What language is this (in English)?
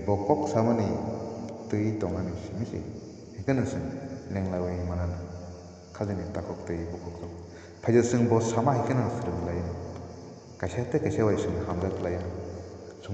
Kok Borok